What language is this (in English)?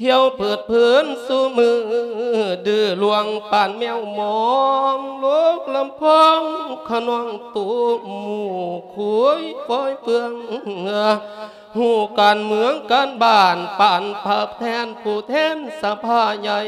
Lao